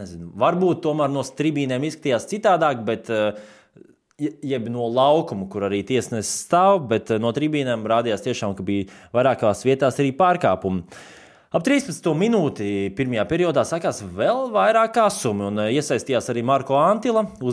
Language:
Latvian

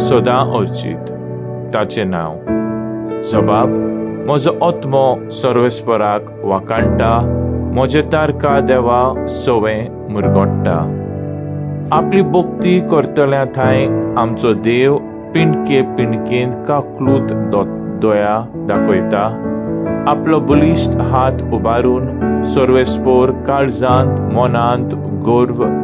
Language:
Konkani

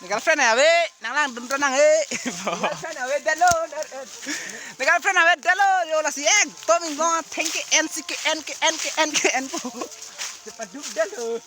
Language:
Karbi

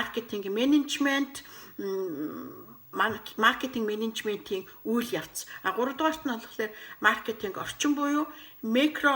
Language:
Mongolian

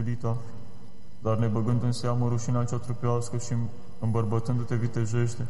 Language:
Romanian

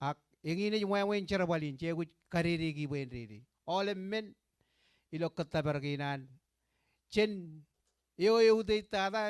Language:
Marshallese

